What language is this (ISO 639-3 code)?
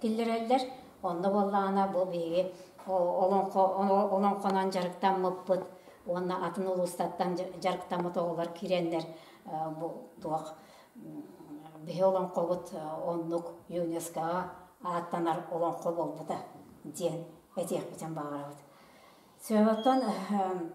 sah